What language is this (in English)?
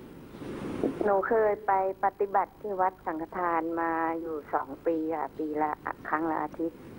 Thai